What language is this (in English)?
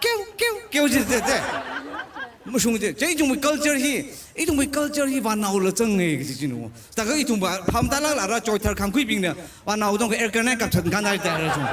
Tangkhul Naga (India)